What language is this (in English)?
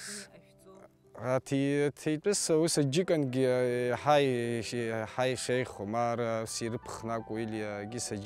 Abkhazian